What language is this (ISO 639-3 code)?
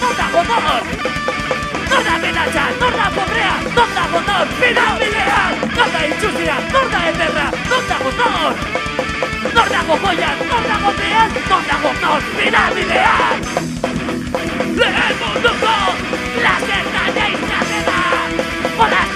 eus